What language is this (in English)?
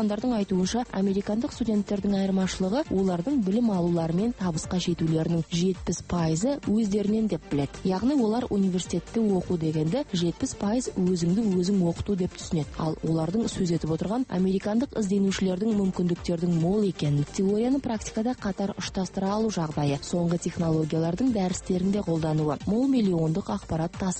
Kazakh